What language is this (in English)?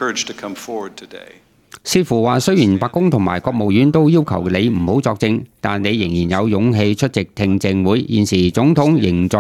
Cantonese